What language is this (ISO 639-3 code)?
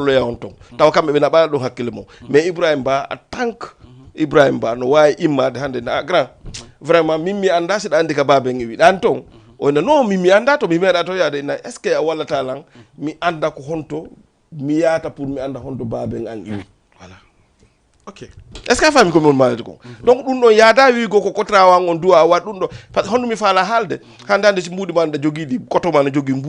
ful